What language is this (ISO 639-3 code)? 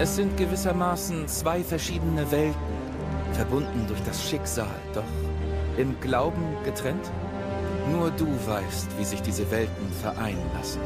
bar